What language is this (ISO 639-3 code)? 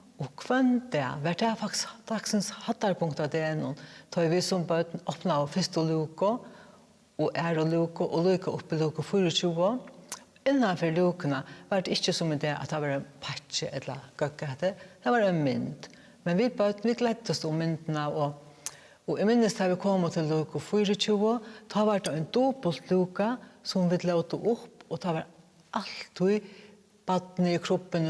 fao